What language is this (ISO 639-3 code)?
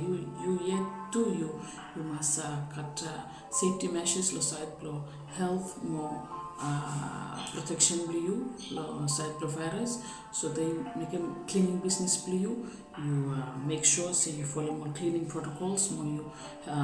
bis